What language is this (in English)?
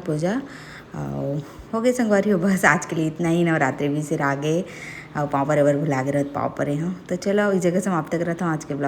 Chhattisgarhi